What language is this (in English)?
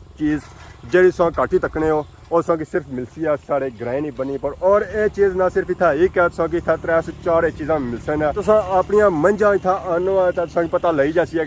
Pahari-Potwari